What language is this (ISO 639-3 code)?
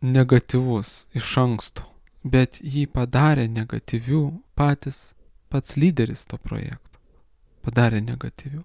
lit